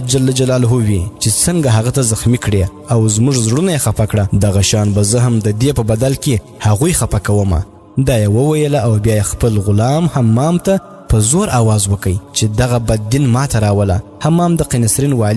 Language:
Pashto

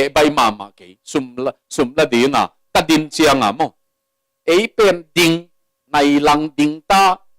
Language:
Tedim Chin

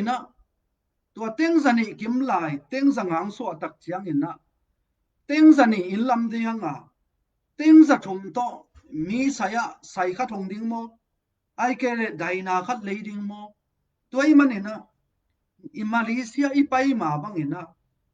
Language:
Tedim Chin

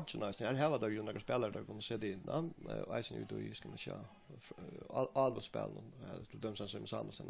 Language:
Faroese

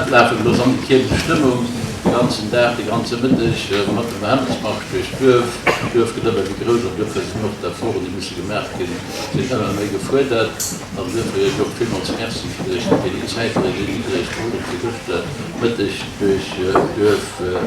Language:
Luxembourgish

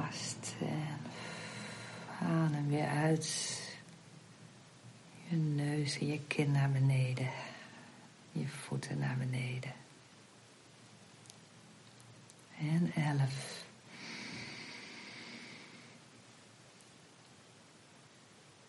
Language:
Dutch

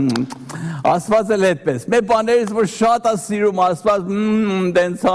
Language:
Armenian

